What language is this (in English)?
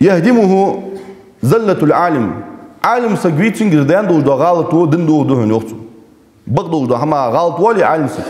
Ingush